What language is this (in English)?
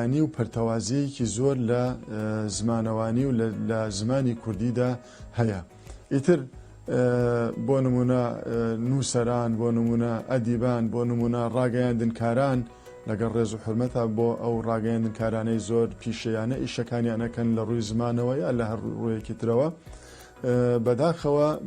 Central Kurdish